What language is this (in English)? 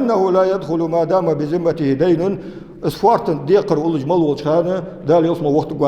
Ingush